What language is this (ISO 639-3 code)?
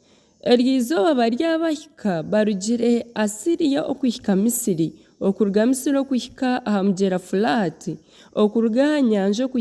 nyn